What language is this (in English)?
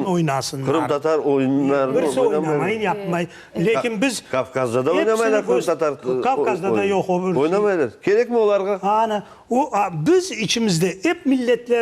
Crimean Tatar